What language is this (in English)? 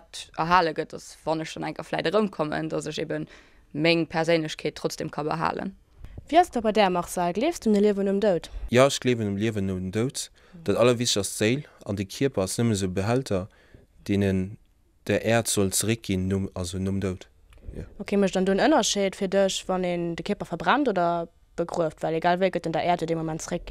Luxembourgish